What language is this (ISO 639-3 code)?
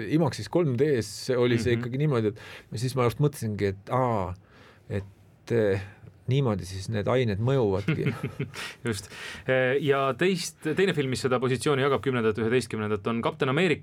est